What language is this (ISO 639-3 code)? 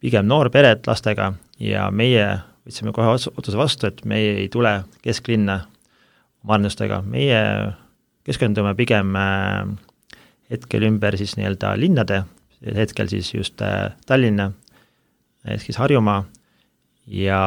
est